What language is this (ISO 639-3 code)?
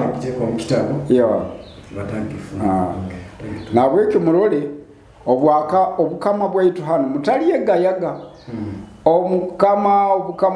nyo